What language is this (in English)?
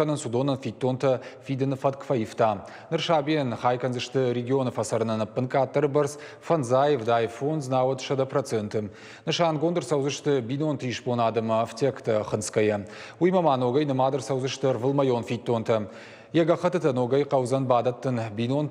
Ossetic